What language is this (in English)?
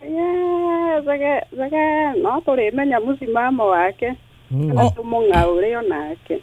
Kikuyu